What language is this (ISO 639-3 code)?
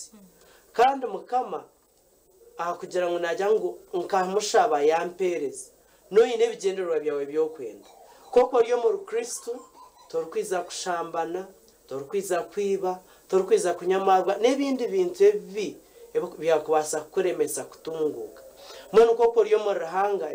nyn